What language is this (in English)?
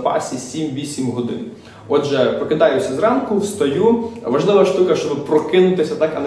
Ukrainian